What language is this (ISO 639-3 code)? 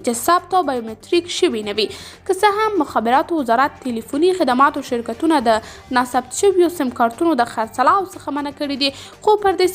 pus